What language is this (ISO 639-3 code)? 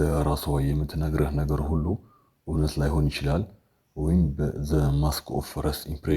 amh